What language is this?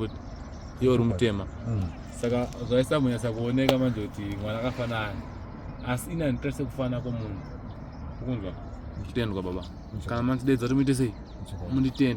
Shona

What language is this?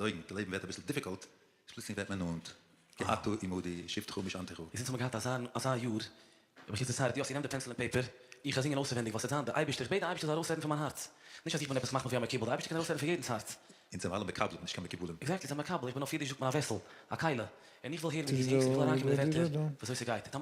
Yiddish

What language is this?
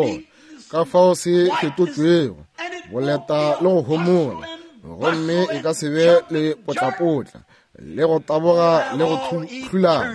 Northern Sotho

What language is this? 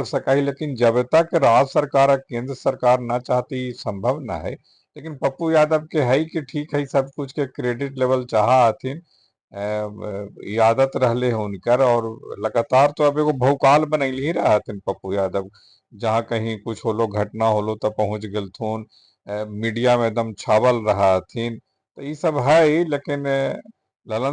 Magahi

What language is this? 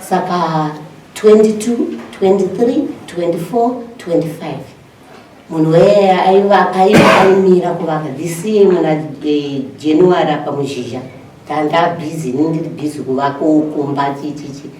Shona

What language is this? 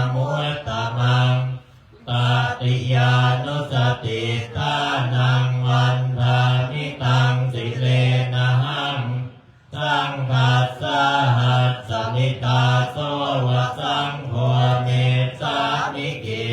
Pali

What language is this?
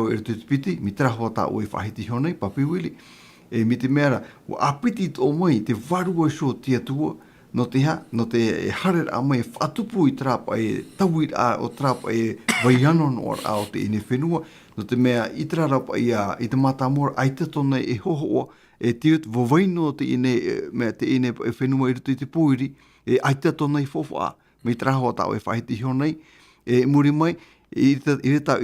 Tahitian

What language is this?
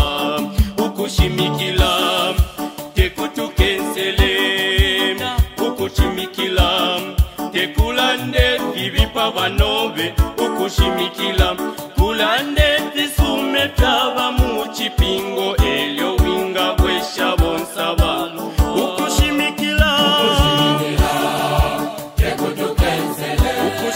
Bemba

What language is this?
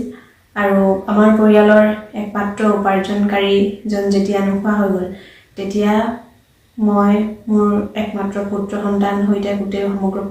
Assamese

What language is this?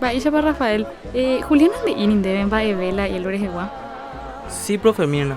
Guarani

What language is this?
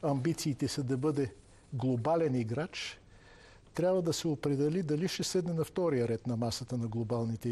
Bulgarian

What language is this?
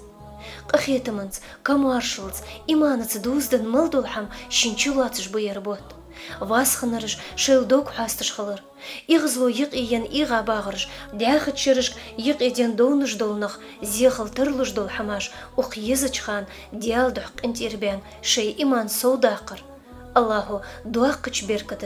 Ingush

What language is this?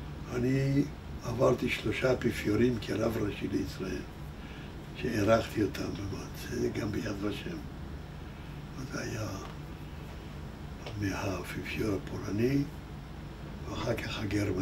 Hebrew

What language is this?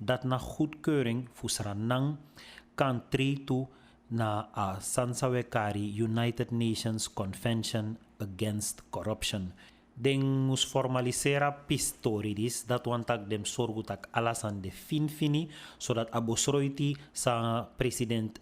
Sranan Tongo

